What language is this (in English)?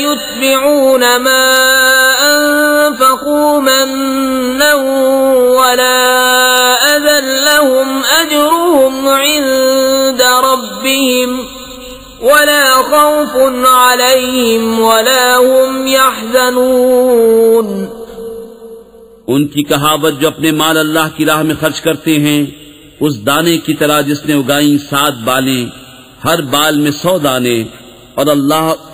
Urdu